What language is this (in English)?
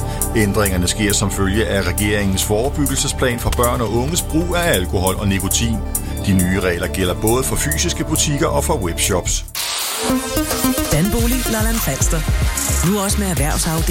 Danish